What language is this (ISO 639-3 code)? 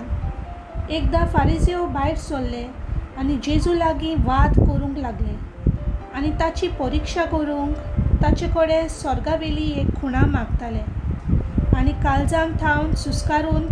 kok